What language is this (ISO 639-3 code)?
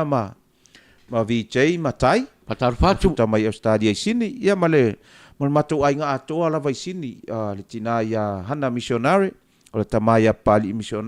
smo